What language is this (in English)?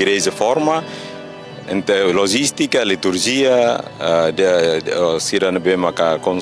Tetum